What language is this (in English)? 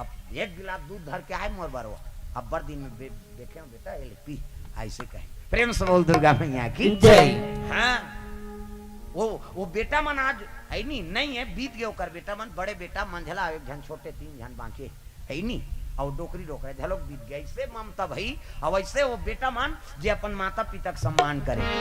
Chhattisgarhi